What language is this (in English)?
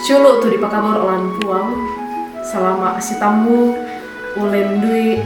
Toraja-Sa'dan